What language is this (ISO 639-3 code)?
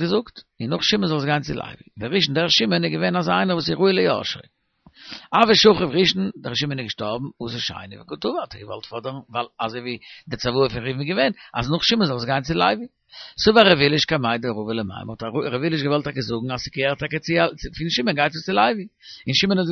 yid